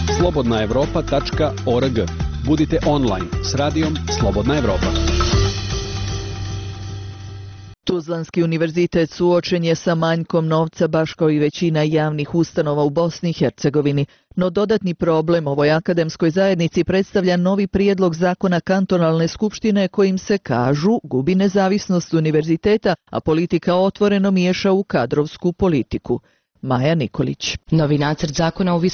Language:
Bosnian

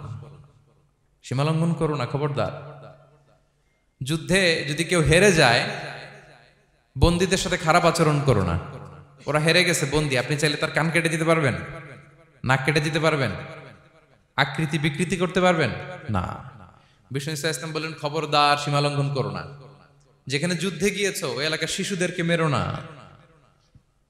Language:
Bangla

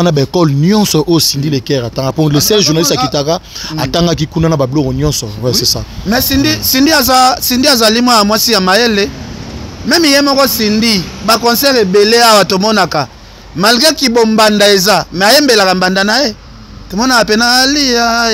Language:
Lingala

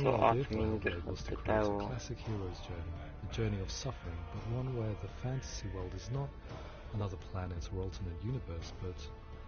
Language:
Swiss German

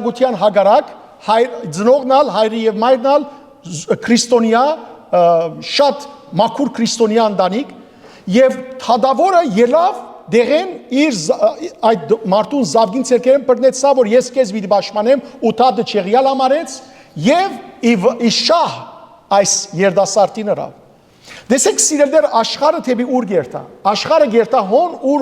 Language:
Western Armenian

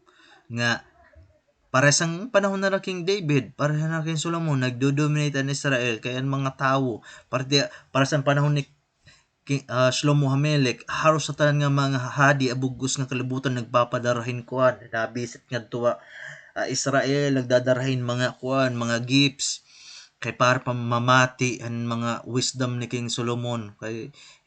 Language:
Waray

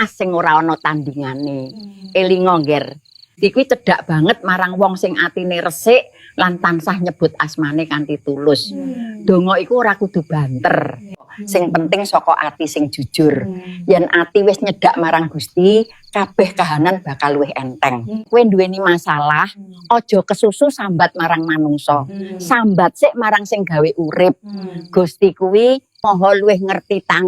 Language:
Javanese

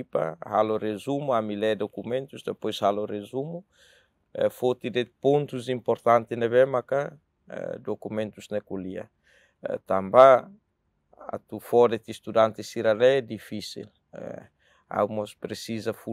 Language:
Tetum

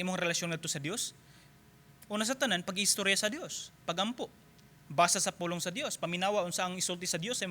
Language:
Cebuano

